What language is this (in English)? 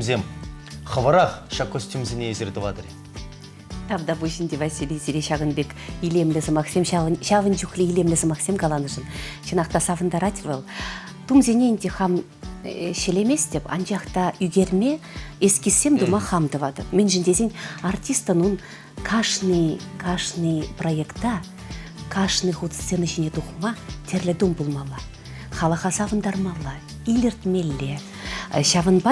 Chuvash